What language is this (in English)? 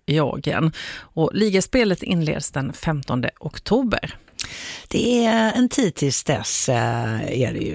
Swedish